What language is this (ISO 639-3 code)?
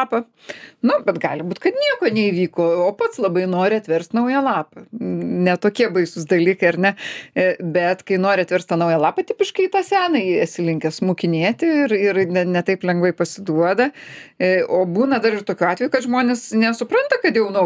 lit